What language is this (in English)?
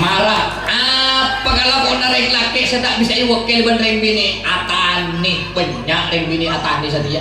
Madurese